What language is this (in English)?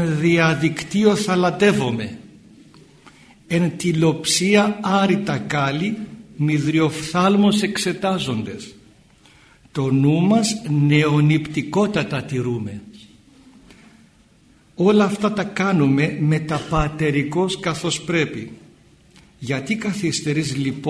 Greek